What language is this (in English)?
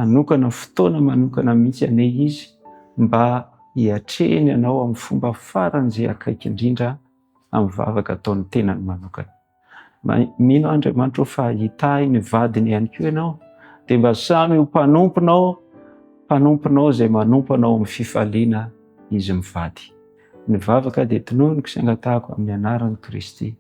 Malagasy